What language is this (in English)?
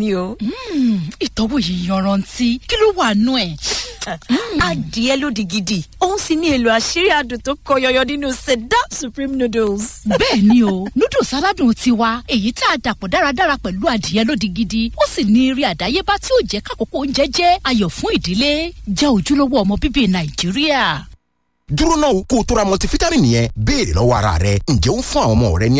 Yoruba